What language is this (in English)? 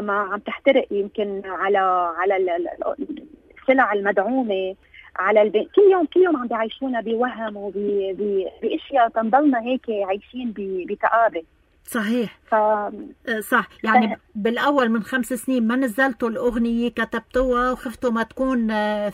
North Levantine Arabic